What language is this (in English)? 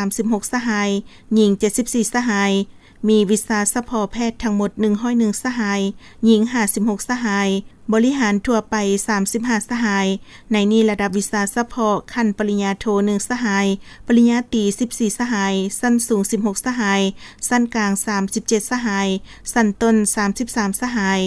Lao